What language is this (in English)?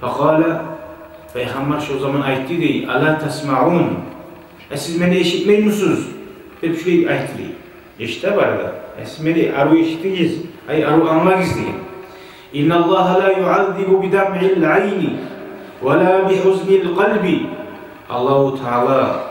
Kumyk